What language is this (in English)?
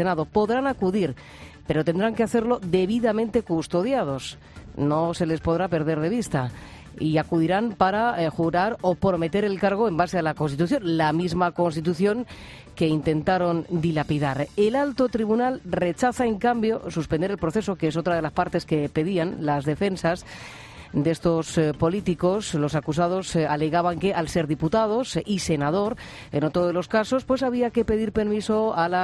Spanish